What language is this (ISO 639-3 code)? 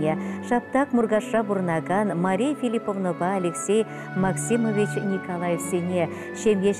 chv